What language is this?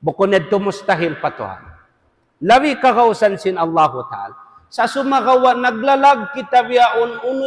Tausug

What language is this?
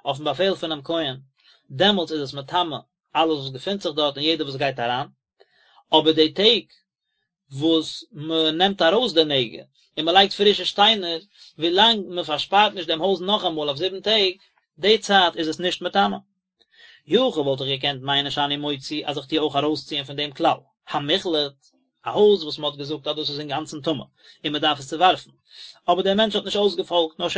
Yiddish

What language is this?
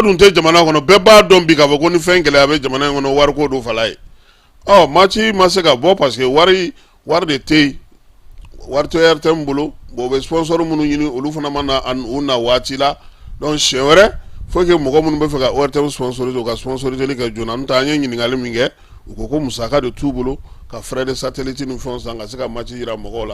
Bambara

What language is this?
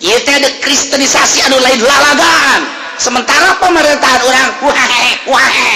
Sundanese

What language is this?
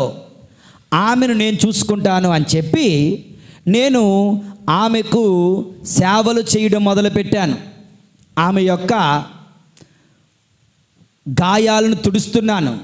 Telugu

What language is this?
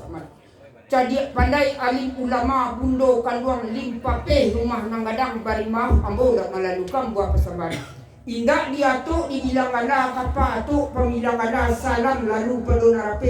Minangkabau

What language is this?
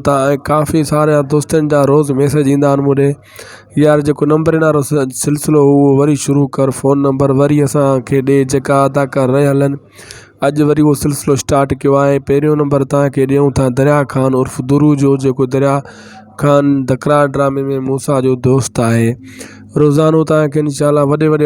Sindhi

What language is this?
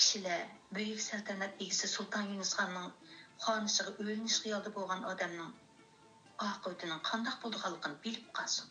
Uyghur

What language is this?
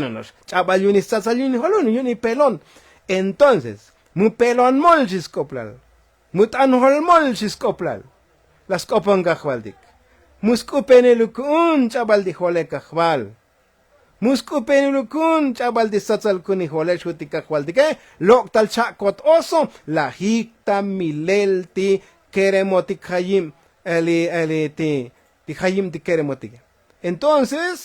Tzotzil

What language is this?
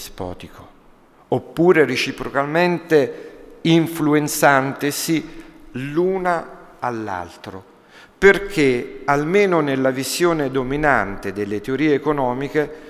Italian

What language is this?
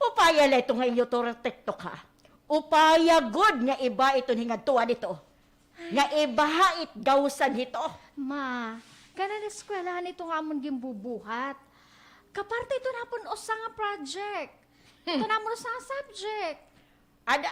Waray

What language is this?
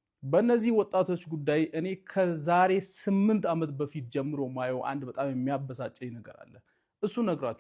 Amharic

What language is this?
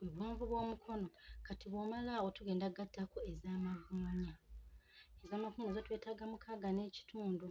Ganda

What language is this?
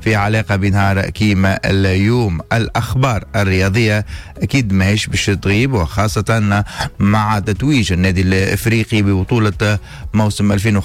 Tunisian Arabic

